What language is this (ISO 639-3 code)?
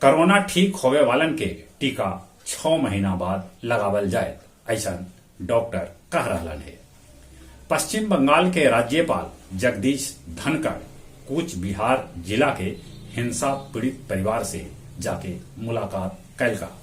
mag